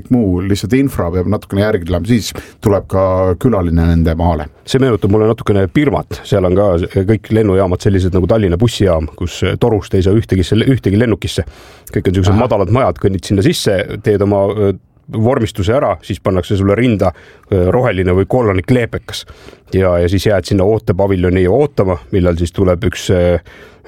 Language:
Estonian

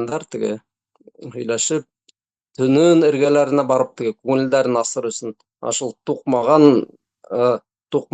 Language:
Bashkir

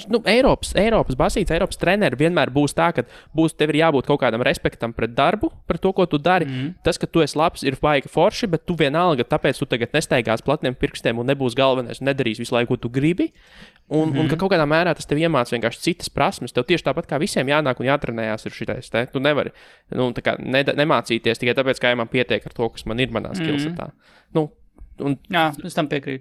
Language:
Latvian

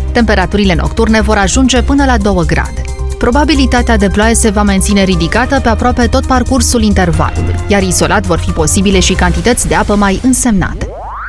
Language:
Romanian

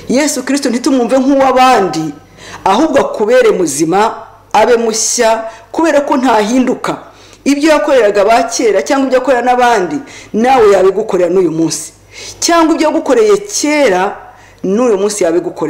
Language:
Kinyarwanda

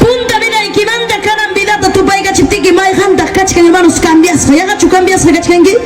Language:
Ayacucho Quechua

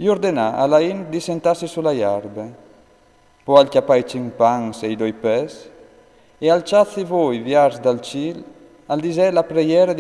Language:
Friulian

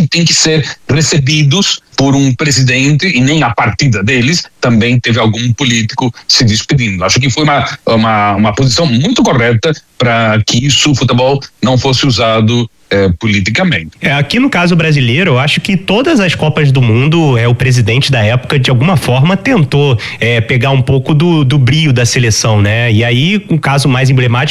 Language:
Portuguese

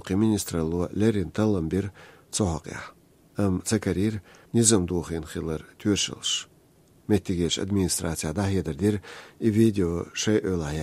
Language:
Chechen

